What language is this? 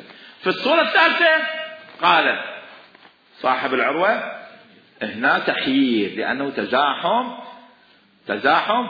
Mesopotamian Arabic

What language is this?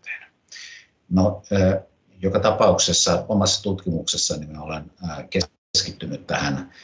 Finnish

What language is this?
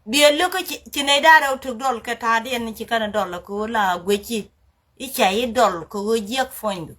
Nuer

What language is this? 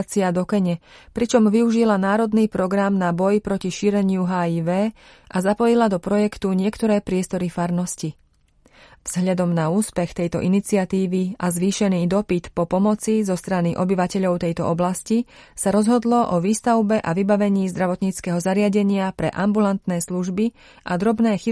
Slovak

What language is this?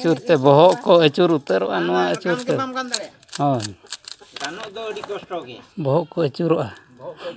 Santali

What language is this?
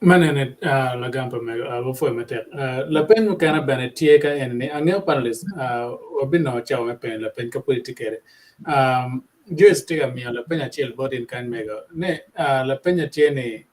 Acoli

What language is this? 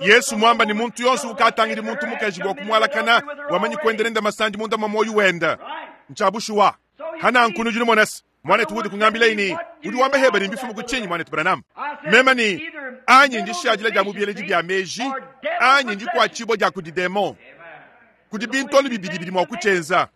Luba-Lulua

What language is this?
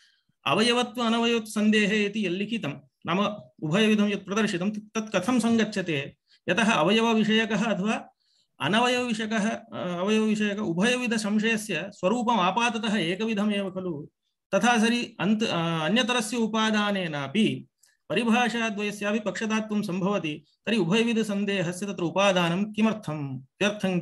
Sanskrit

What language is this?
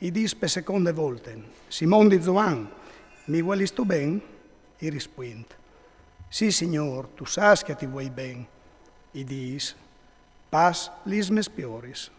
Friulian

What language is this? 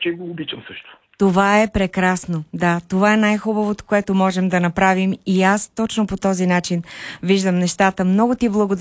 Bulgarian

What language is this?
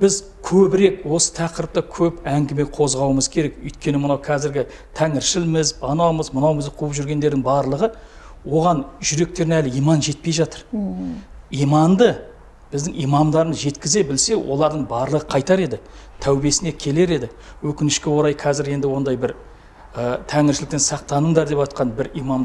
Kazakh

